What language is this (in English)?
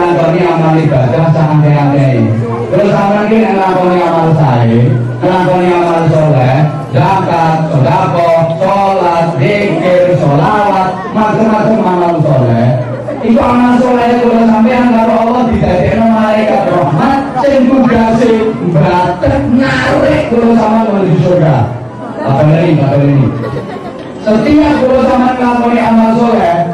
Javanese